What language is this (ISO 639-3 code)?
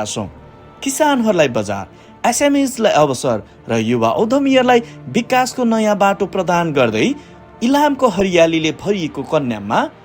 nep